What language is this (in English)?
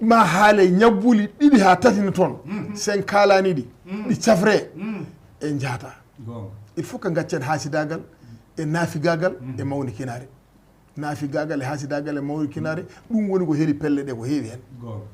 Fula